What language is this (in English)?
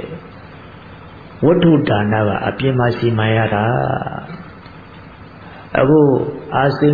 Burmese